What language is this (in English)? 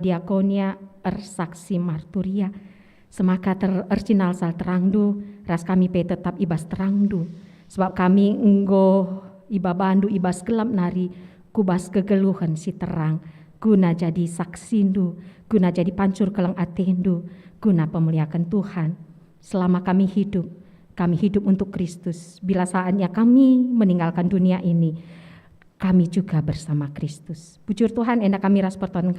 Batak Karo